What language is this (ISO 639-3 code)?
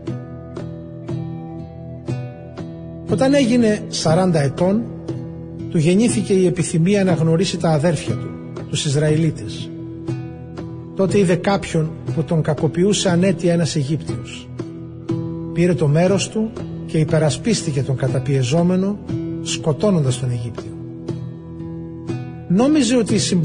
ell